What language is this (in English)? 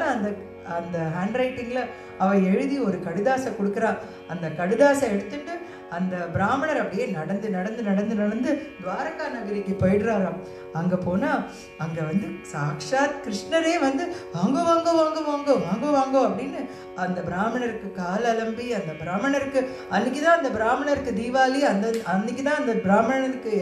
Tamil